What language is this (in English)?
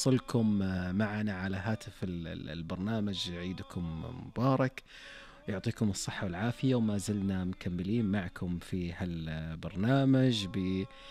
Najdi Arabic